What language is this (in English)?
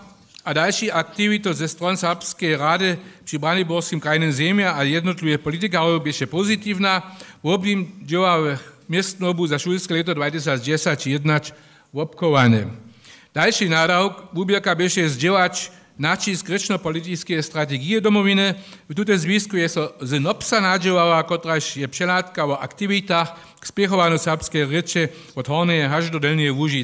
Upper Sorbian